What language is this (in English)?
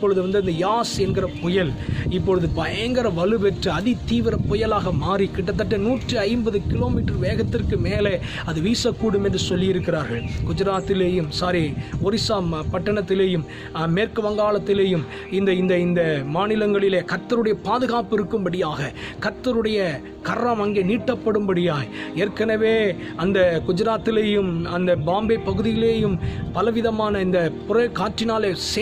Tamil